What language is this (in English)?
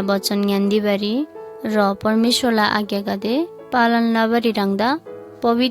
Eastern Tamang